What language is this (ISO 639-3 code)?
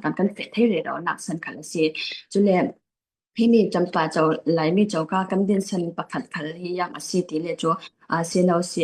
cfm